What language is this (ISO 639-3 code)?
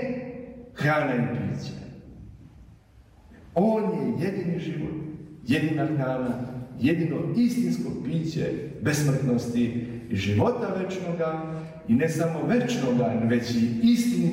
srp